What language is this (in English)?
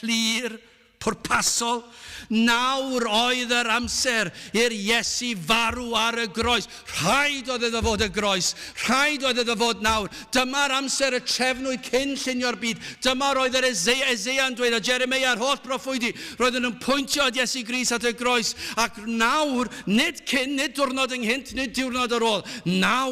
Welsh